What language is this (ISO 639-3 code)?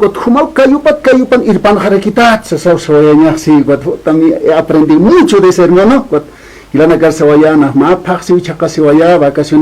aym